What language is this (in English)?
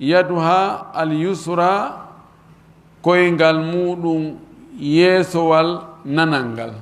Fula